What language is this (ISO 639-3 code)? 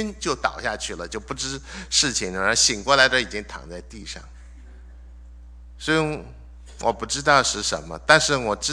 zho